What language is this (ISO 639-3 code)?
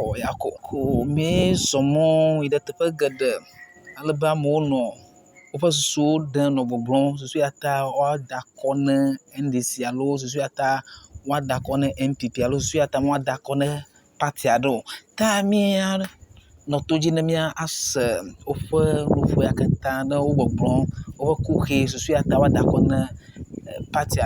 ewe